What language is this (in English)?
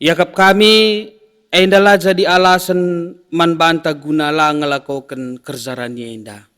Batak Karo